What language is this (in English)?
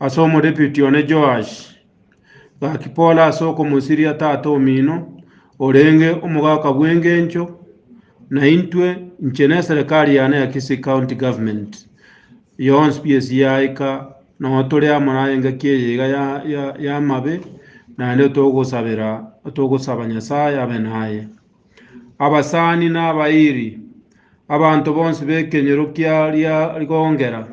Gusii